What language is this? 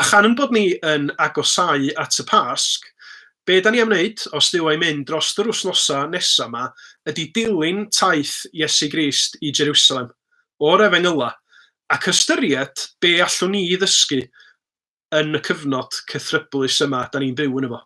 Welsh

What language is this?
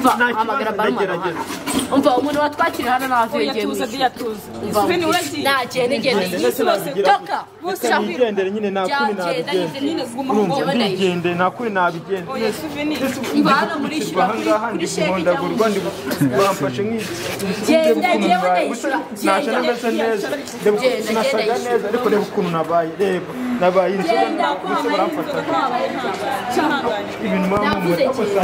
Kinyarwanda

